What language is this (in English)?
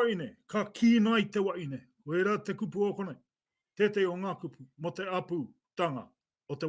Māori